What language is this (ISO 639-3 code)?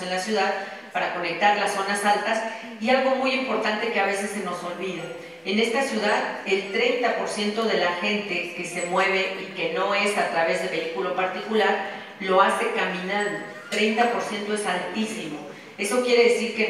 spa